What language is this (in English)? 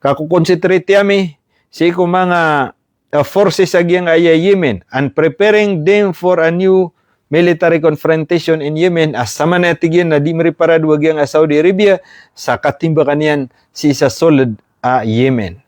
Maranao